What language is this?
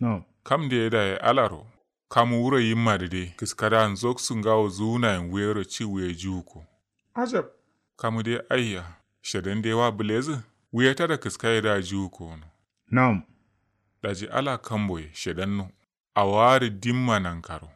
Kanuri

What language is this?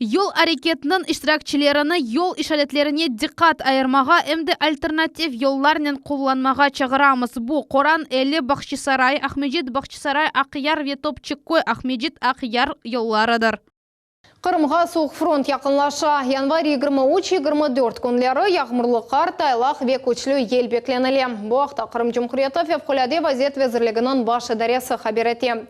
Crimean Tatar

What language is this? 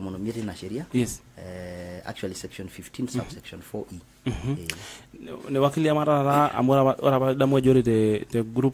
Masai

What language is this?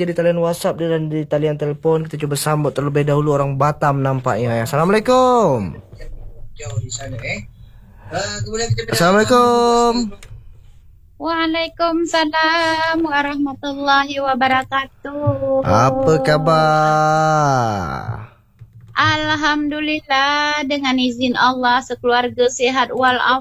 Malay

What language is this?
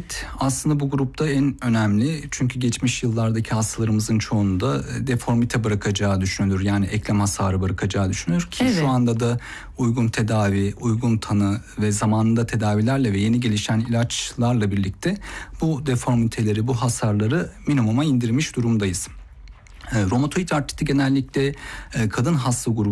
Turkish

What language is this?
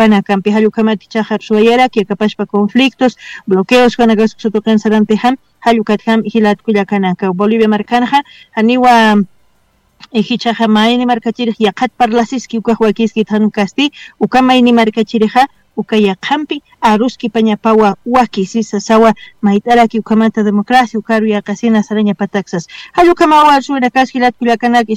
Aymara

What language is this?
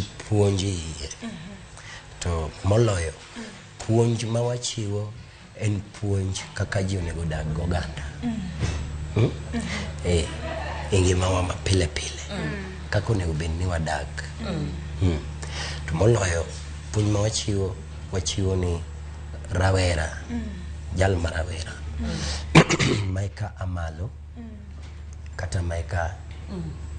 Luo (Kenya and Tanzania)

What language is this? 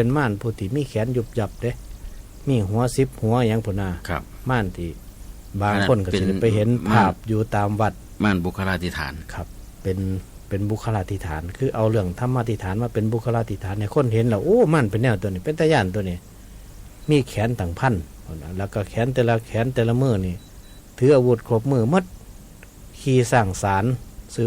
Northeastern Thai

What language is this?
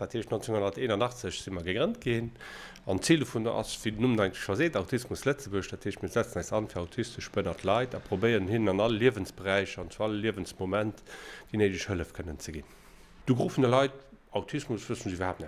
Luxembourgish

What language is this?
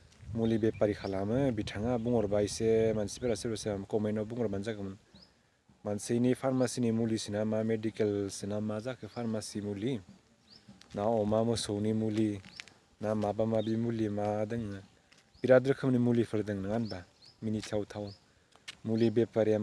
Bodo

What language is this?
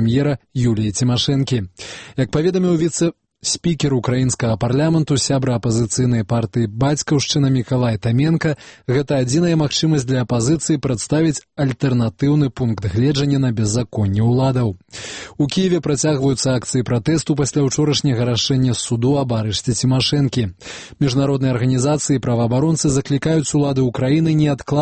Belarusian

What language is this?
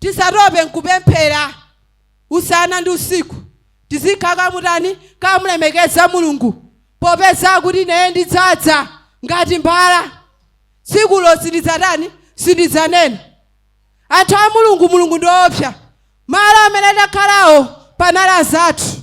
Nyanja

